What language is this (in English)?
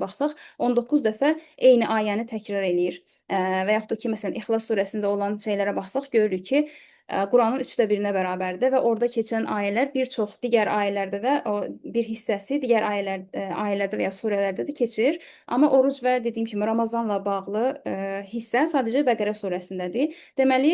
Azerbaijani